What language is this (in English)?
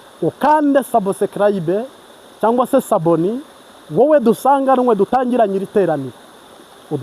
Kinyarwanda